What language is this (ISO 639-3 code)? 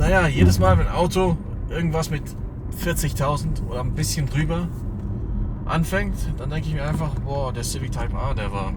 gsw